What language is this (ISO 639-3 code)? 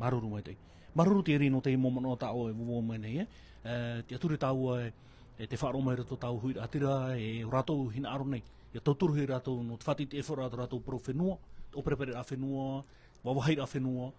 tah